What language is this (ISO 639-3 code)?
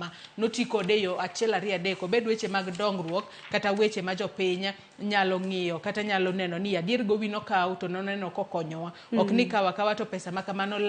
luo